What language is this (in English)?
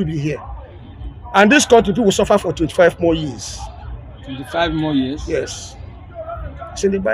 Nigerian Pidgin